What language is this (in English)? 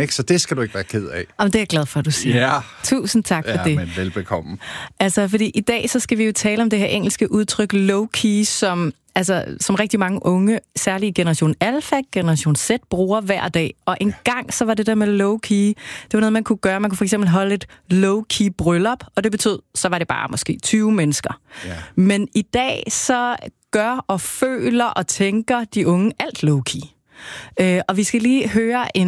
Danish